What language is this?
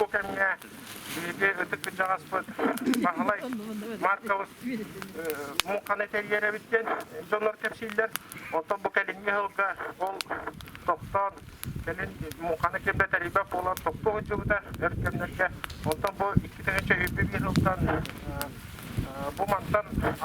Yakut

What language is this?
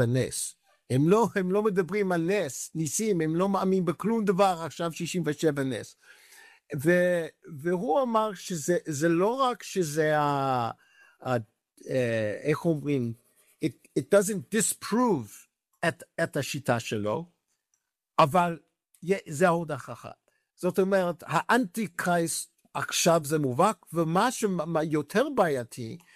Hebrew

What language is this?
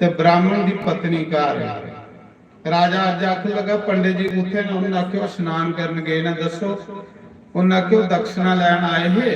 Dogri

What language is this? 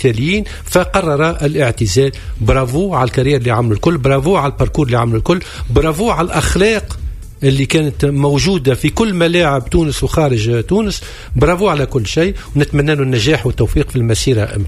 Tunisian Arabic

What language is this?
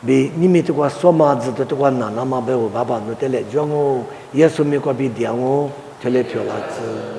Lisu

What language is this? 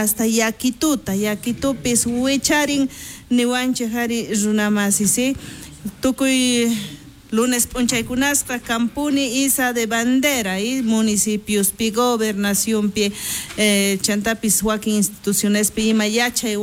South Bolivian Quechua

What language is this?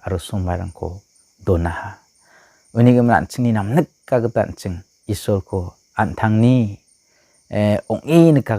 Garo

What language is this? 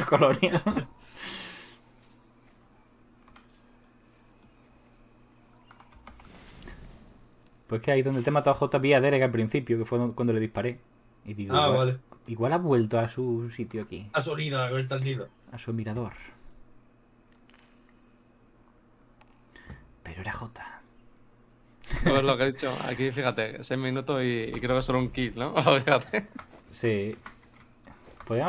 Spanish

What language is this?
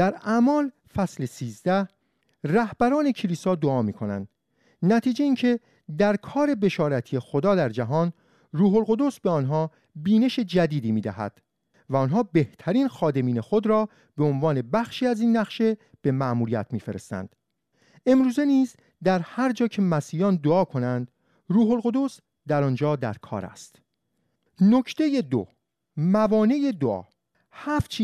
Persian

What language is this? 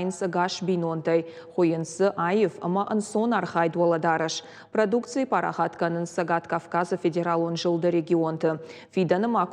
Ossetic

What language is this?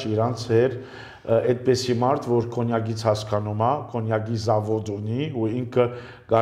Armenian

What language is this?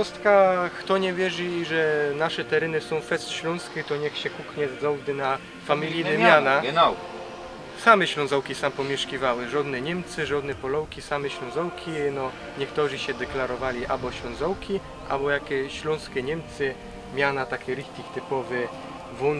Silesian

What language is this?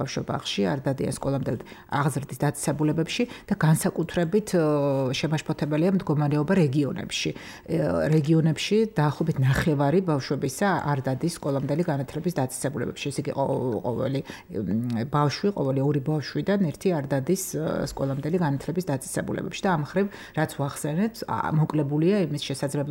Georgian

